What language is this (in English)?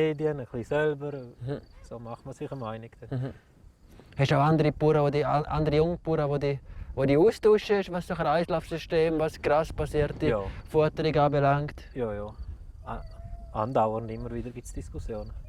Swiss German